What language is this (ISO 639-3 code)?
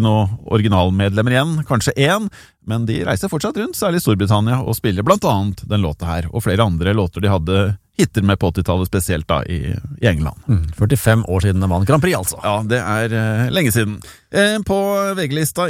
nor